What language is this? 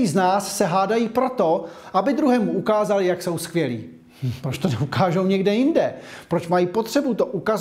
Czech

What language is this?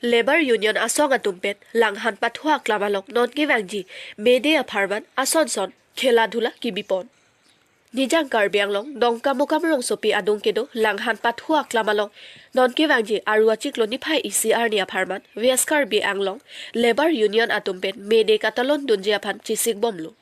Karbi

